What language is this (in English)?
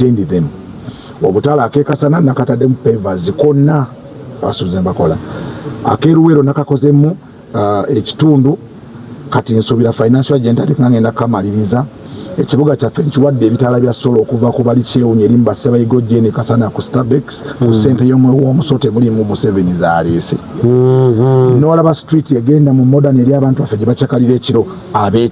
Ganda